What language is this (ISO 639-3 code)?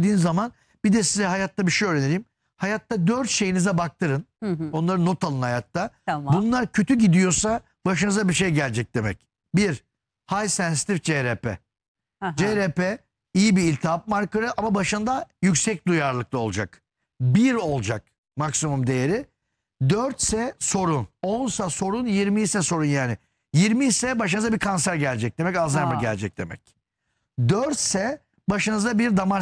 tur